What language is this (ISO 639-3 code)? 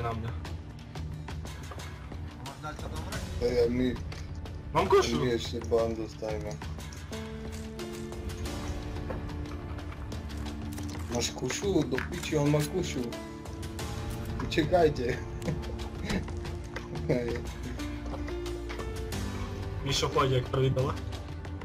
slk